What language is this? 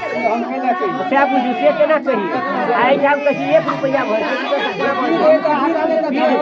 Maithili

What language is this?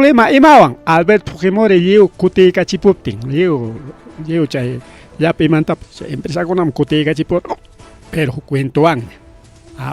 Ayacucho Quechua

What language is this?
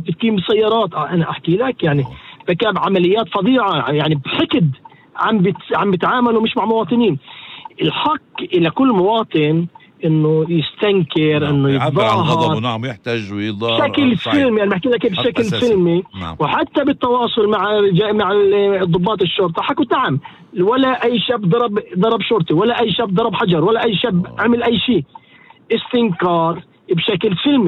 North Levantine Arabic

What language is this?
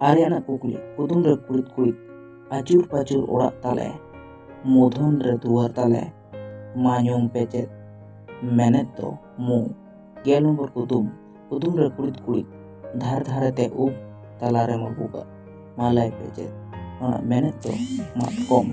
Santali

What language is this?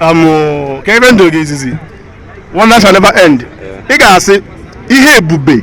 Igbo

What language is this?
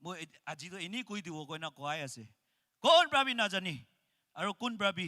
Naga Pidgin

